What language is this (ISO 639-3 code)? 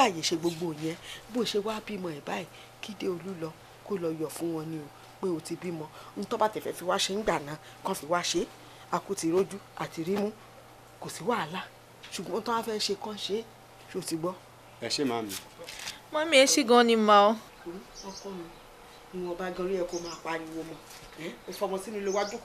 yor